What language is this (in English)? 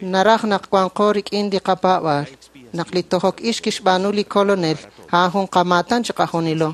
Kekchí